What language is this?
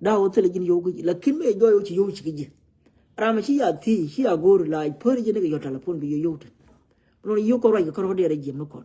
Nuer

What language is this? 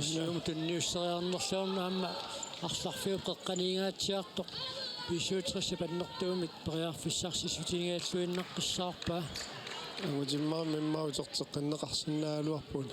Kalaallisut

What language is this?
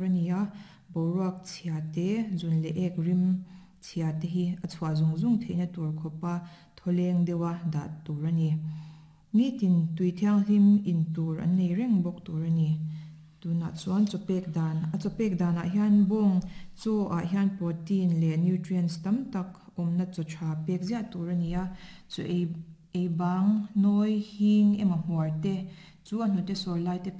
Mizo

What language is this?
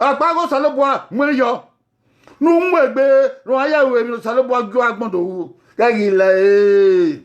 Bini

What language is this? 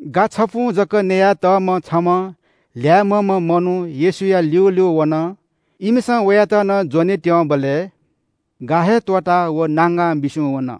Newari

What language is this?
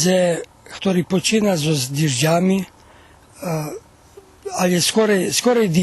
Rusyn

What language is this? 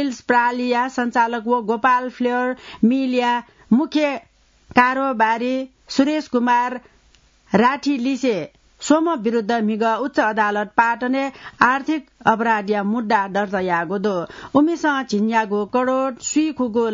Newari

